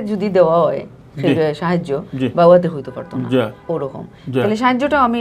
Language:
Sylheti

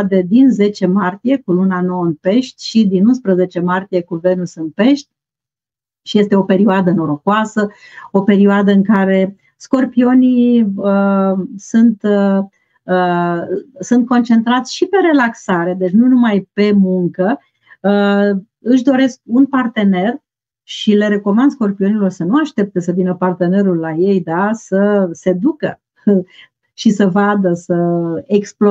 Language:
Romanian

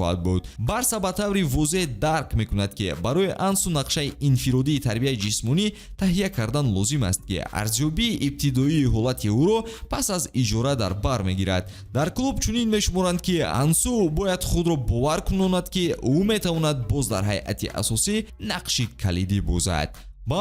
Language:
Tajik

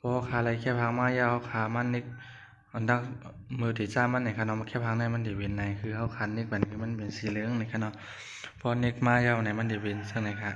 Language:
Shan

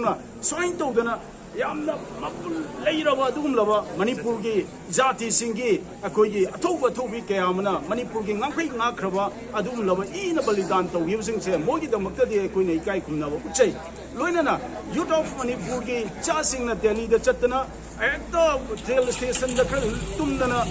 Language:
Manipuri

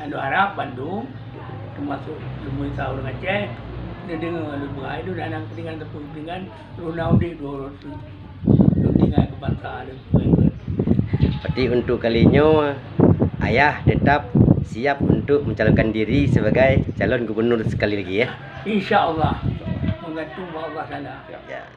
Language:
Achinese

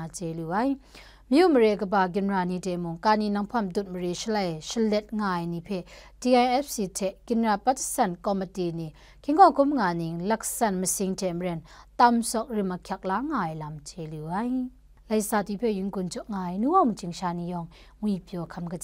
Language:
Kachin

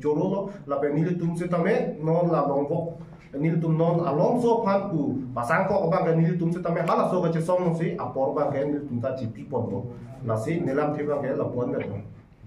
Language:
Karbi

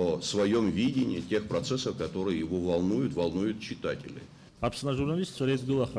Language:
Abkhazian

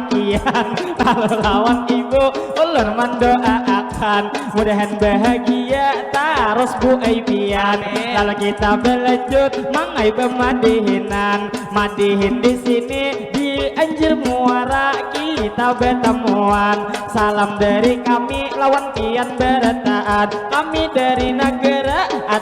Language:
Banjar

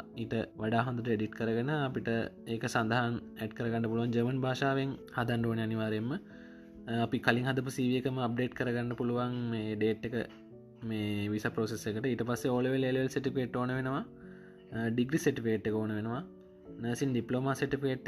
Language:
Sinhala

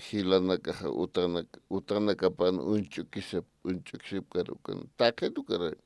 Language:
Aymara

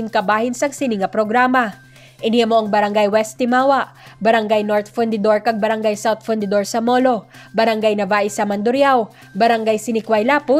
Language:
Hiligaynon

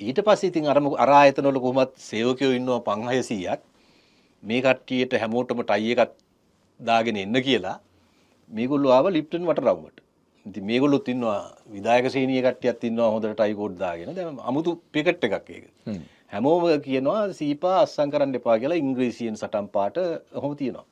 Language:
Sinhala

